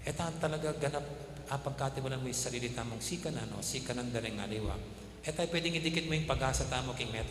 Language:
Pampanga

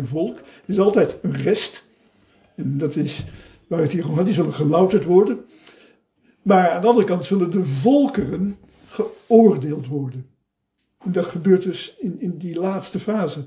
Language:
Dutch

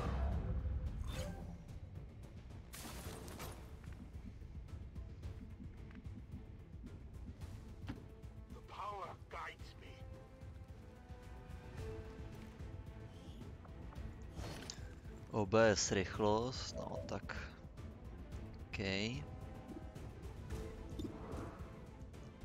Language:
Czech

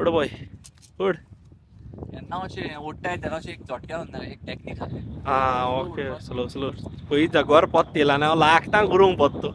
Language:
Konkani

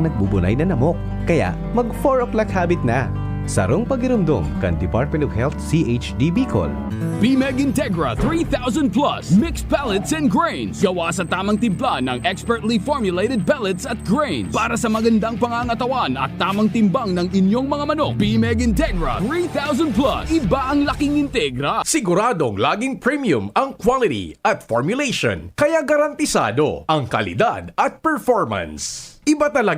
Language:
Bikol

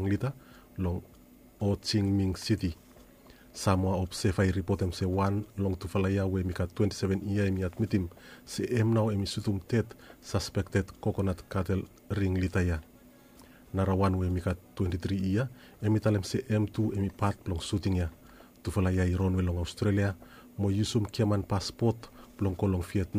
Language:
Bislama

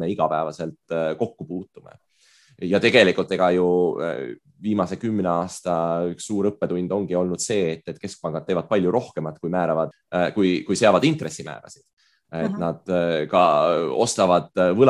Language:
Estonian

